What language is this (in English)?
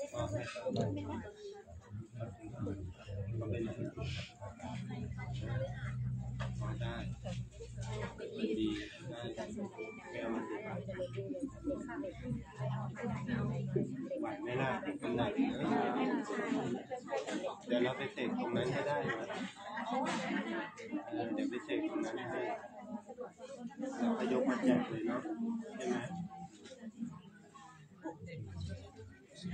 Thai